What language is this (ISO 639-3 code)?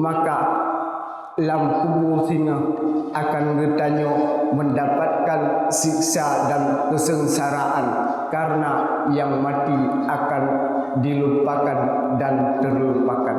ace